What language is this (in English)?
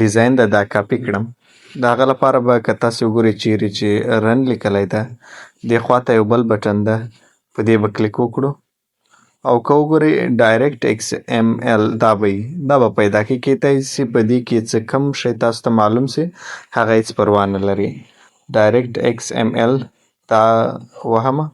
Pashto